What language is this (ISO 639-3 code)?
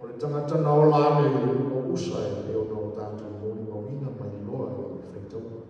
smo